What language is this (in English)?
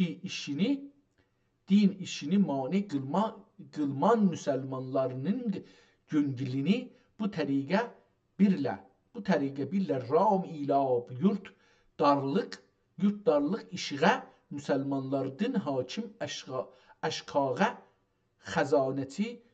South Azerbaijani